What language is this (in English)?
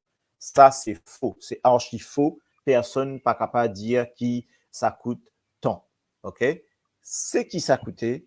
Morisyen